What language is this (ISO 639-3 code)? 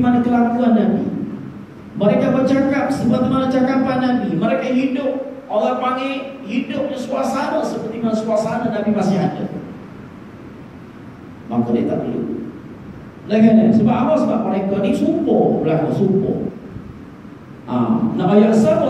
msa